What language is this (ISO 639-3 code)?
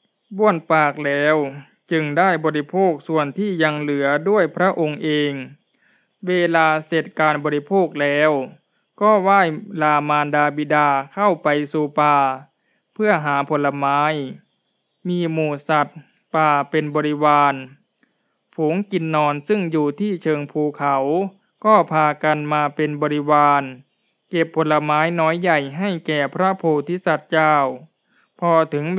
tha